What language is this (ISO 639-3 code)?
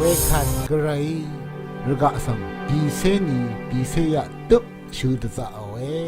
raw